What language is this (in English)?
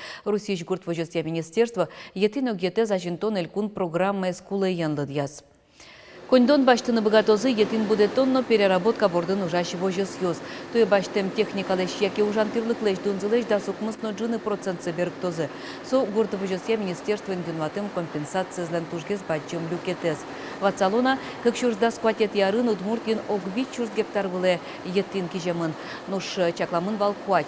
Udmurt